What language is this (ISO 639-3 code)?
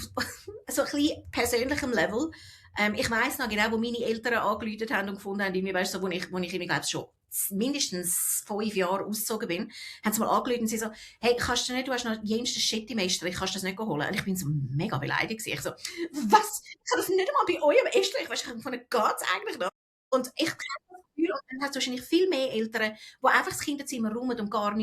gsw